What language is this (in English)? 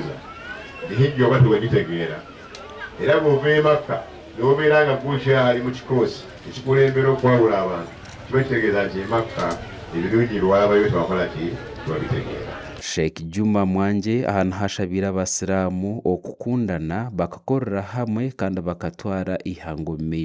Nyankole